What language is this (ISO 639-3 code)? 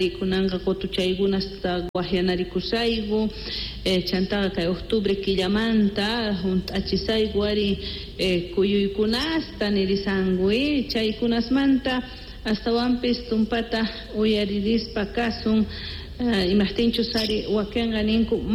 quh